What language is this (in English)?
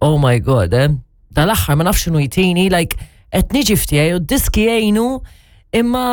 Maltese